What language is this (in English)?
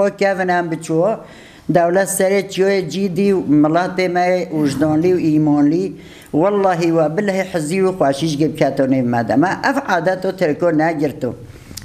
Kurdish